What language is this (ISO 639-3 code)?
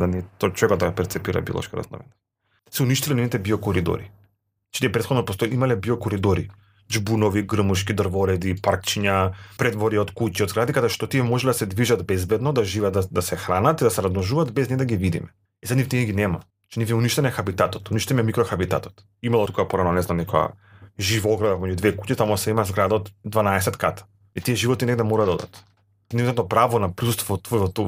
mkd